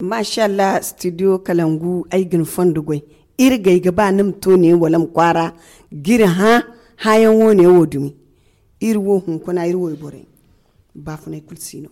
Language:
Zarma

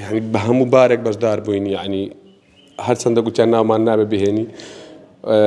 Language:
Central Kurdish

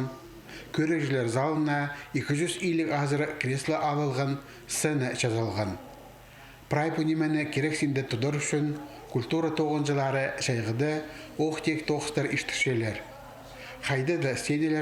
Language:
Khakas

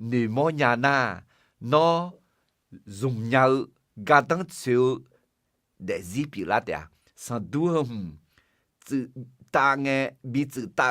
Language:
Akha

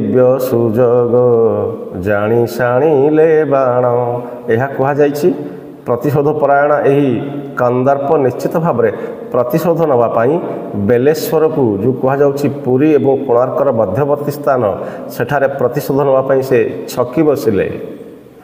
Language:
Odia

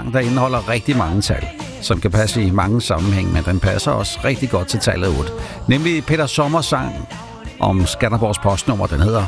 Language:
Danish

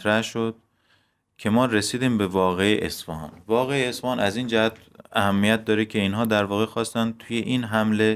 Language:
Persian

